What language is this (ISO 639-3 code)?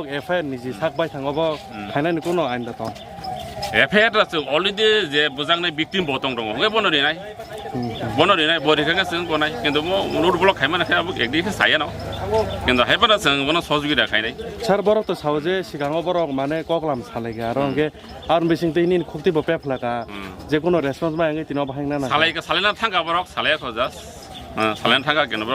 trp